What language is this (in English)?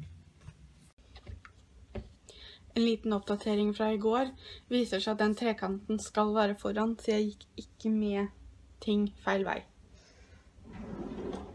Norwegian